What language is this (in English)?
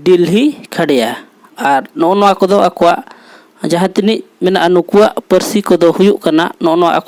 Santali